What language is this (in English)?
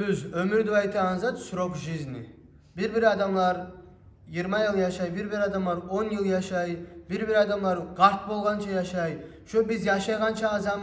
Kumyk